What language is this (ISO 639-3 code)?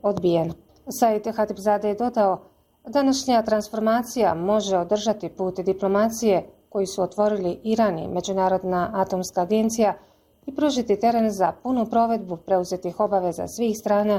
bos